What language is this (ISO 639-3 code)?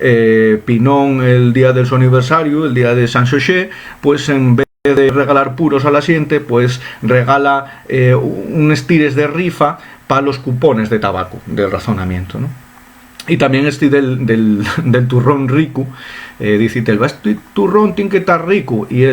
ast